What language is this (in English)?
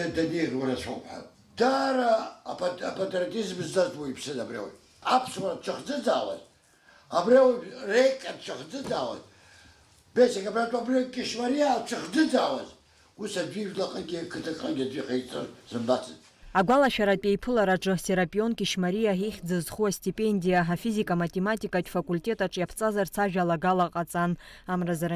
Abkhazian